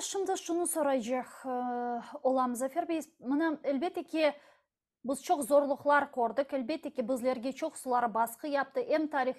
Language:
Crimean Tatar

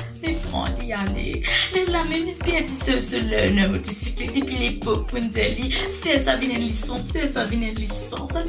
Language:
Morisyen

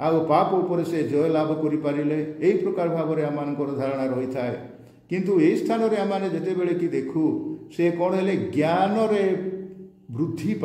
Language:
Odia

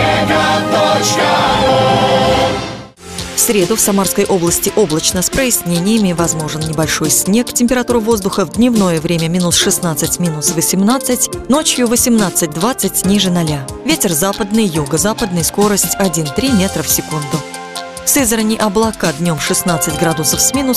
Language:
Russian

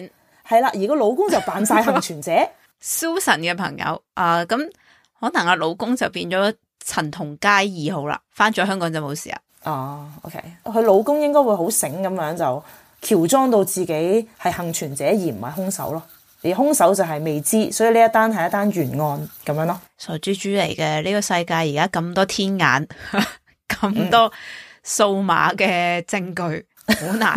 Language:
Cantonese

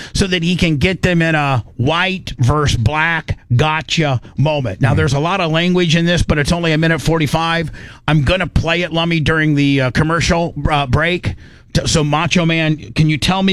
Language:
English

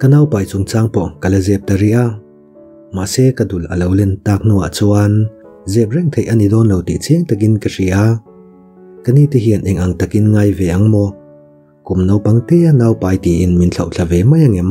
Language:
Mizo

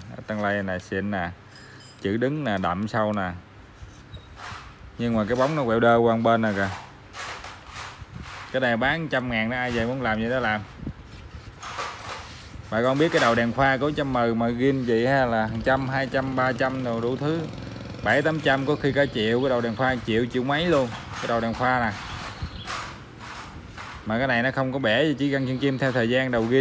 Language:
Vietnamese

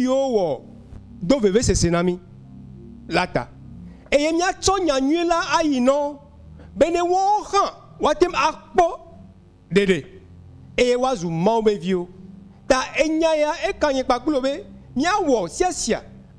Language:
Ewe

